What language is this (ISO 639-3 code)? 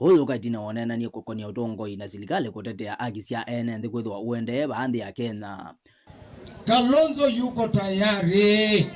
kam